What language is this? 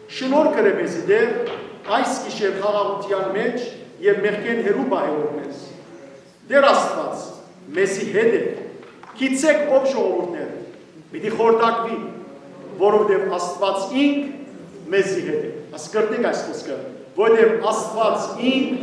Western Armenian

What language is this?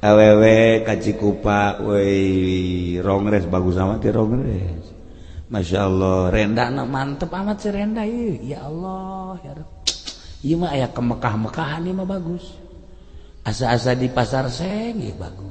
Sundanese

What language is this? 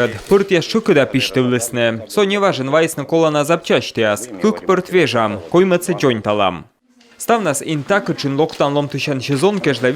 Komi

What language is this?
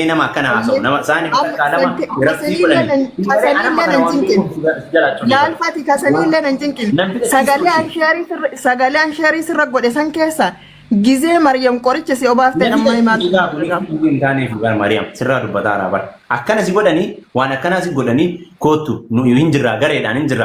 Oromo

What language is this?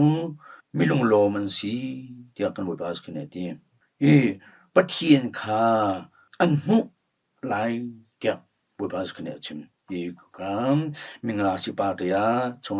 Hakha Chin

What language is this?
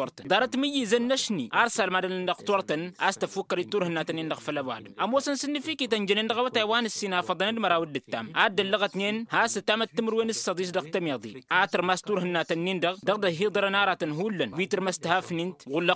Tamasheq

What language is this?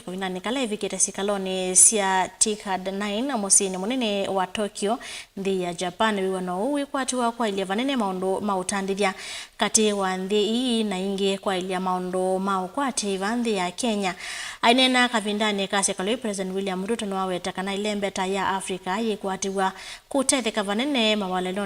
Kamba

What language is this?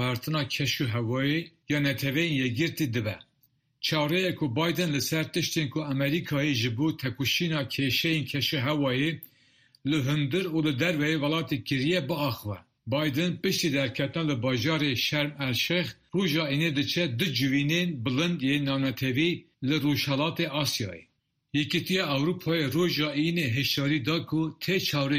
Kurdish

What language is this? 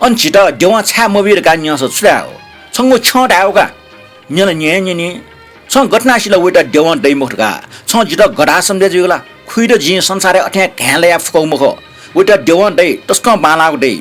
Newari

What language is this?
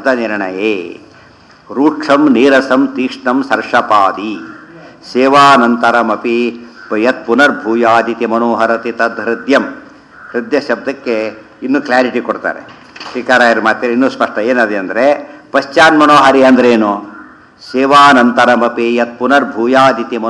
Kannada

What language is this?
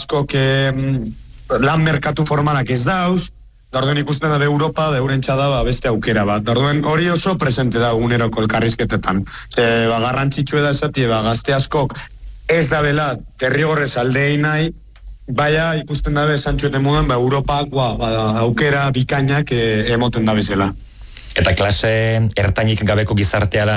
Basque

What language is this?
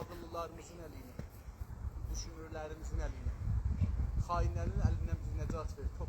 South Azerbaijani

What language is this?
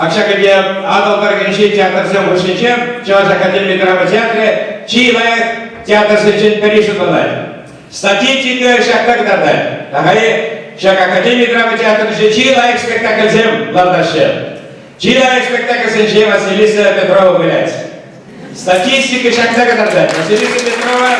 Chuvash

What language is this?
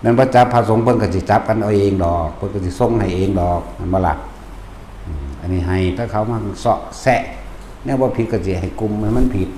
Northeastern Thai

